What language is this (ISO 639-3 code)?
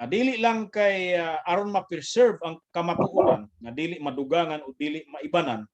ceb